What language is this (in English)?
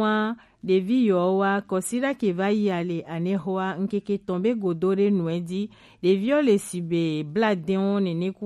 Gen